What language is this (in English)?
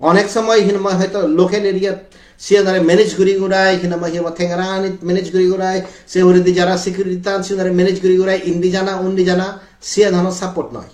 Chakma